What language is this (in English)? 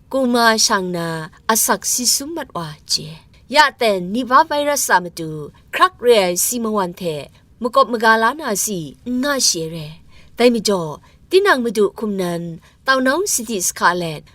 Kachin